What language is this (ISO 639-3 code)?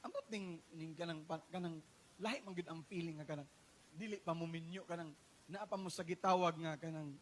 ceb